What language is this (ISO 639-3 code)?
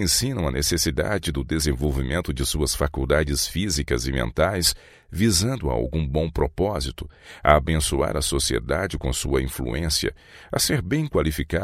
por